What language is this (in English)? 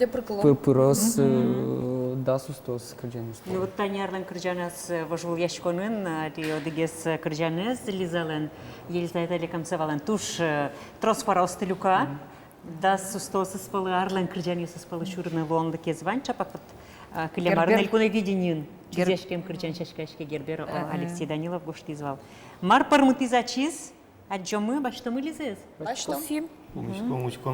Udmurt